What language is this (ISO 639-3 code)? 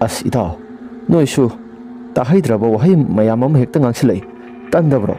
mni